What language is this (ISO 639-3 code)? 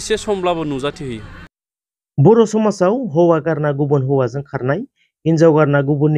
brx